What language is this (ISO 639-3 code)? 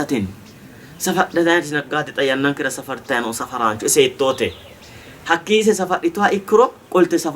sid